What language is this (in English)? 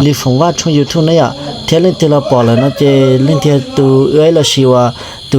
Hmong